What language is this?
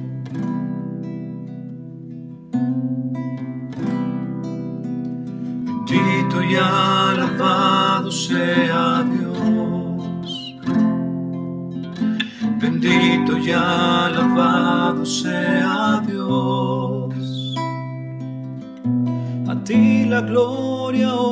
Spanish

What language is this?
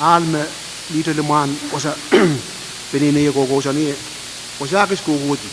Pohnpeian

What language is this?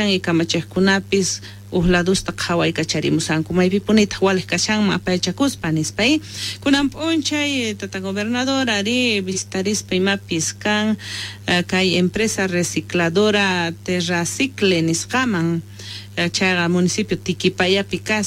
South Bolivian Quechua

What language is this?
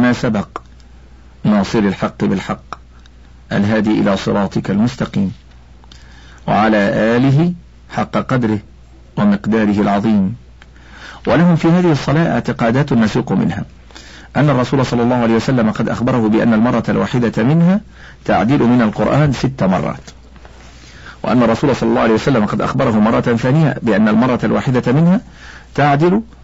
Arabic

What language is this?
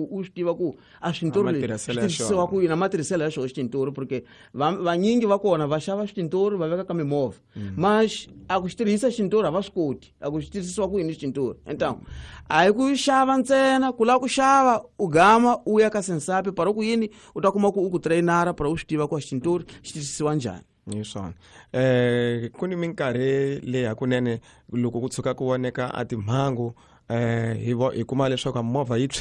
Tsonga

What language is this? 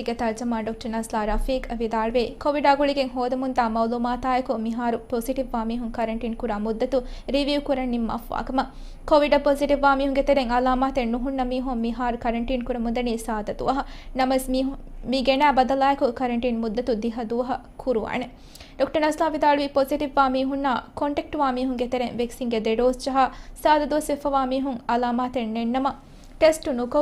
Divehi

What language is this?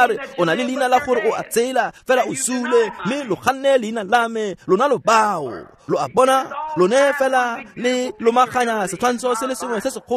Tswana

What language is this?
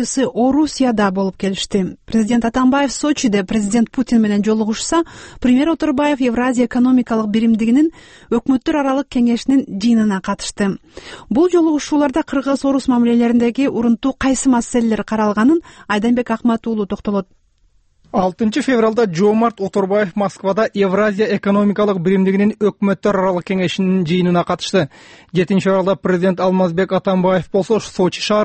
Kyrgyz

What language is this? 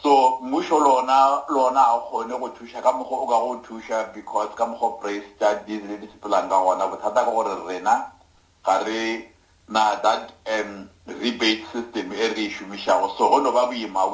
Northern Sotho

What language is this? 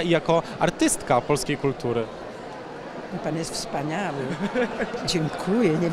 Polish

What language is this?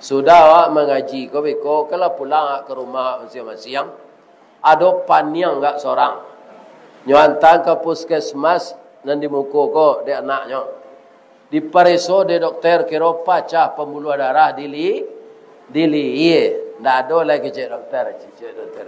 Minangkabau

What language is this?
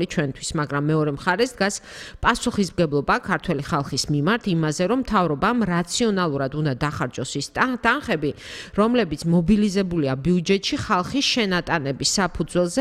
Georgian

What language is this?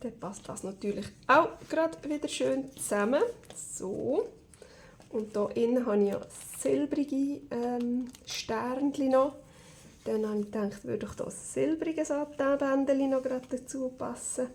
Swiss German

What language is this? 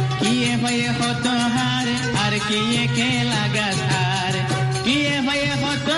Bangla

